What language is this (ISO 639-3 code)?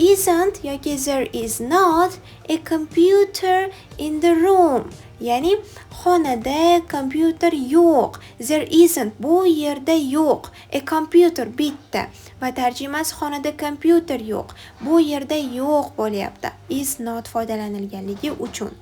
uzb